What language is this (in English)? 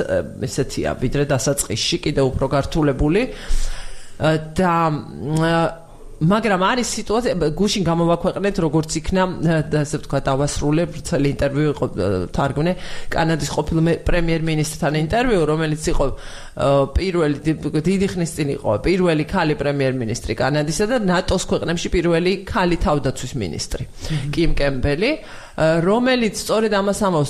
Georgian